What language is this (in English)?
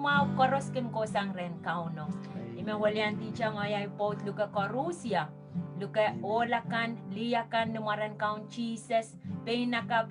Pohnpeian